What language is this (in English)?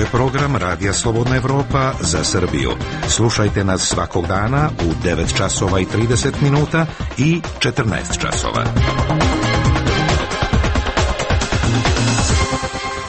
Serbian